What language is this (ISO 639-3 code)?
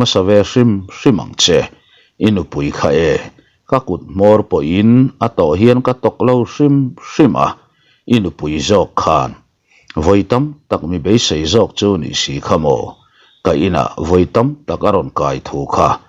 lus